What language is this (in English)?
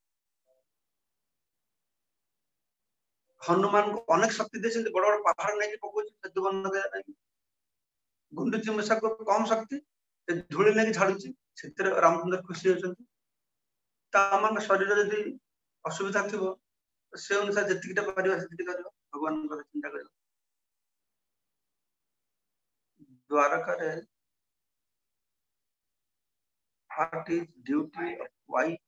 Odia